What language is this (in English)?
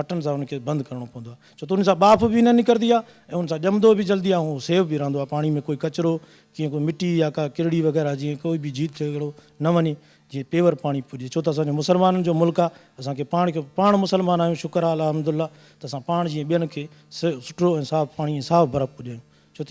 Sindhi